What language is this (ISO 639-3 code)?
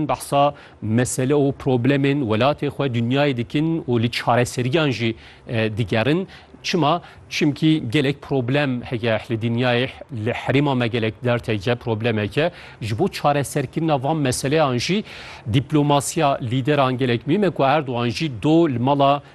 kur